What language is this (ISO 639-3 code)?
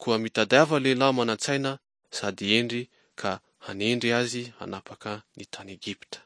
mlg